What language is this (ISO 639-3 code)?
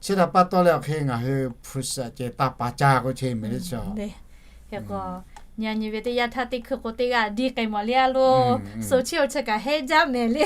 lhu